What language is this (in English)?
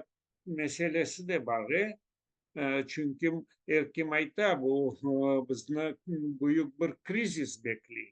Crimean Tatar